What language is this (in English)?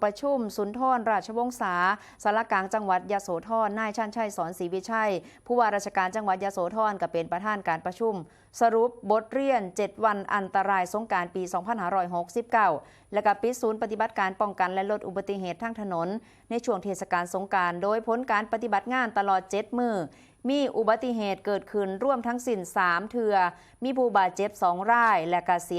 Northeastern Thai